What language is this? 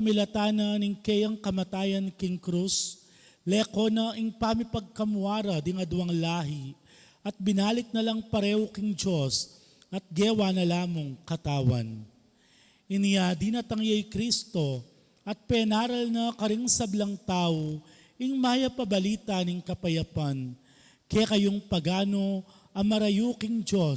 Pampanga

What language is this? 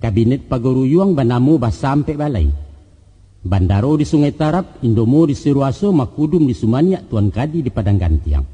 Minangkabau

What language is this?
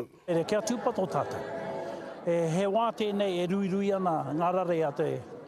Māori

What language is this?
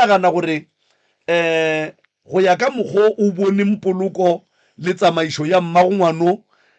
Northern Sotho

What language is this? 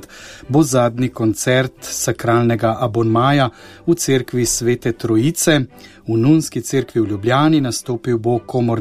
Slovenian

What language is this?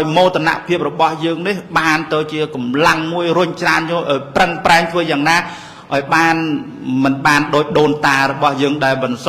Khmer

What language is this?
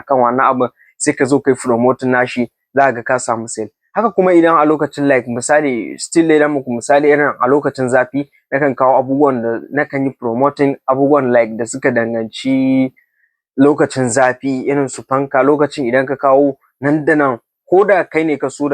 Hausa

